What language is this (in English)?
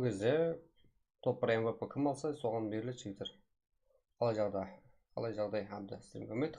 Kara-Kalpak